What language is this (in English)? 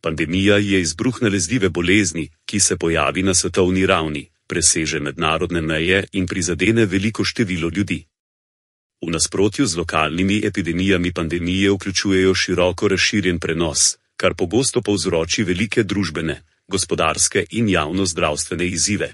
Slovenian